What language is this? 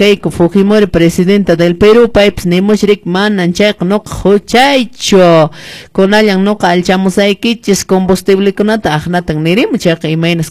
Quechua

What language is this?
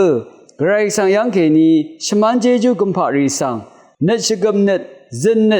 Rawang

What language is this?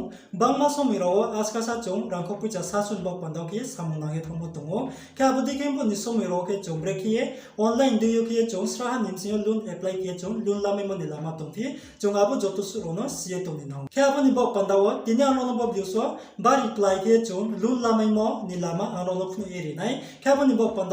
Riang (India)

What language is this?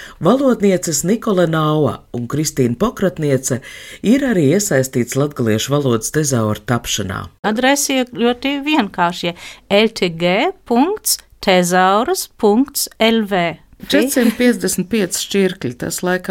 Latvian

